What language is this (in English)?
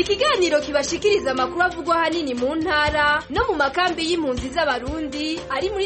Kinyarwanda